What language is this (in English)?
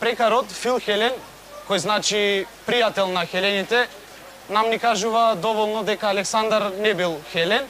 Macedonian